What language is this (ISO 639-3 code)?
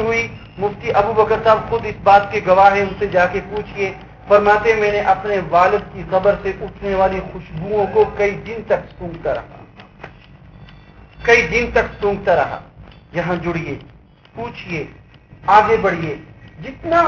urd